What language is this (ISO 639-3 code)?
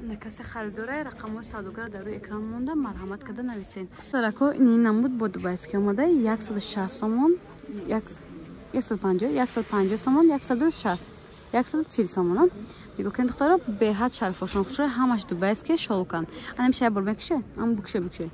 tgk